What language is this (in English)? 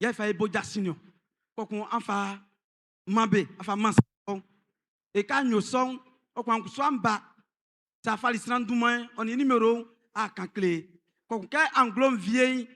Baoulé